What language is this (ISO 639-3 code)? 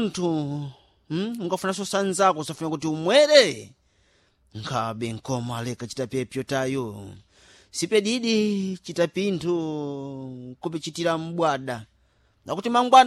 seh